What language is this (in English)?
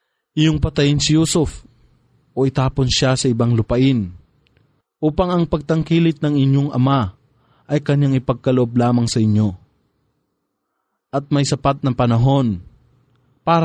Filipino